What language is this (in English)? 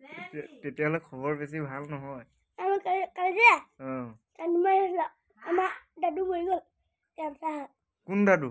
Assamese